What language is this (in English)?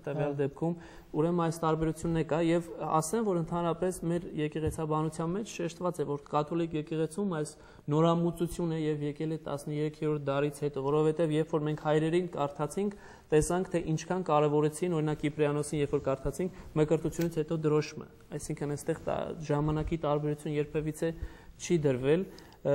Armenian